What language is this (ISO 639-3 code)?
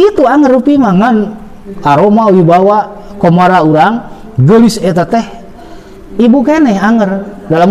sun